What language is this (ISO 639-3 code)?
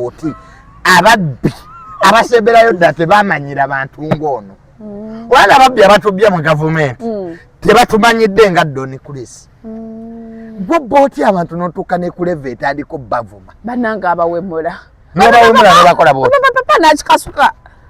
lug